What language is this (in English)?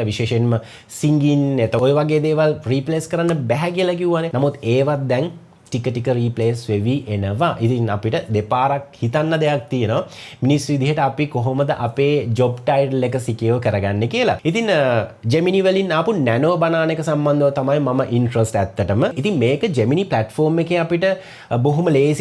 Sinhala